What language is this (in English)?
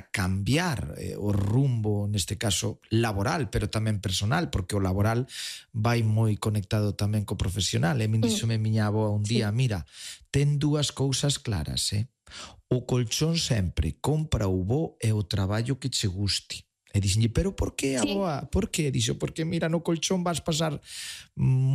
Galician